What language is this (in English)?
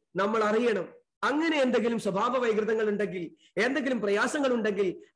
Malayalam